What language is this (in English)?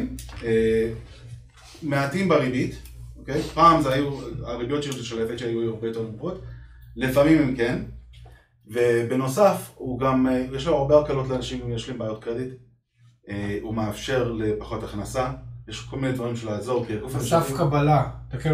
Hebrew